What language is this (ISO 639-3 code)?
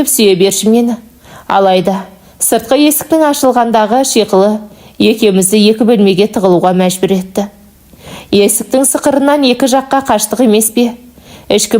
kaz